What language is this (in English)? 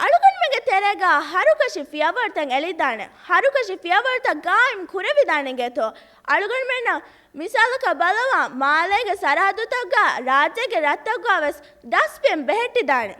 Divehi